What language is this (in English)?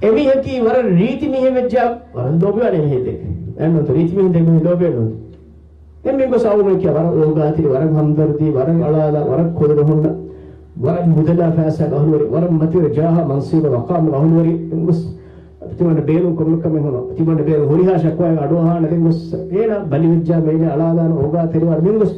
Divehi